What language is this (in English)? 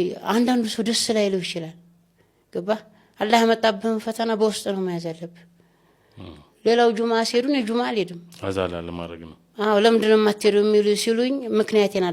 Amharic